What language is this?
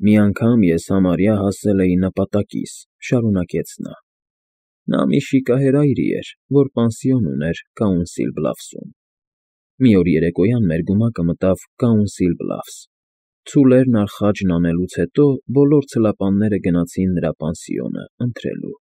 Armenian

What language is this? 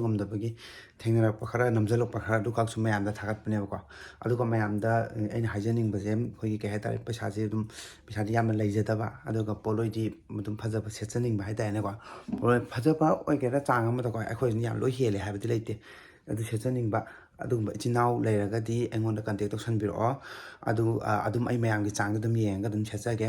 Manipuri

